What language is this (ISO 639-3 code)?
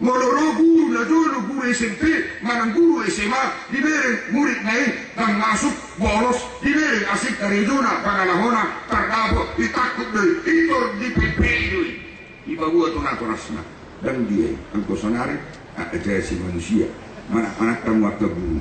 bbc